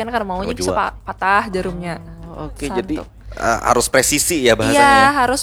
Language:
Banjar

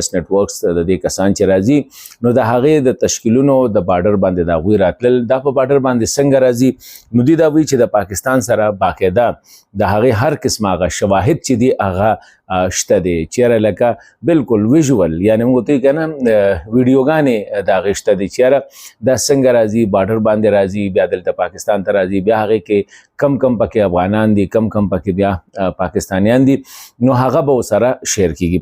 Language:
Pashto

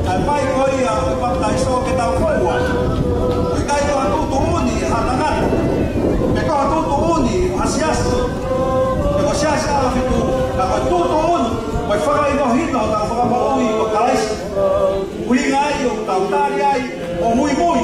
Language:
Tongan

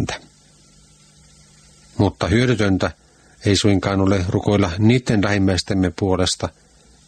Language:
Finnish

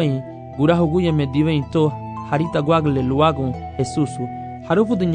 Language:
Garifuna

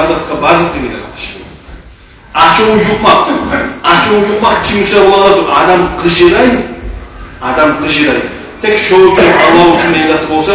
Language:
Kumyk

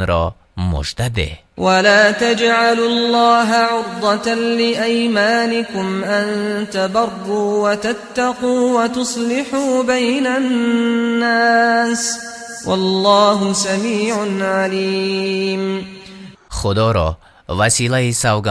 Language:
Tajik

